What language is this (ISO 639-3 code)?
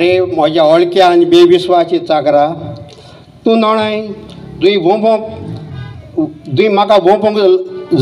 kok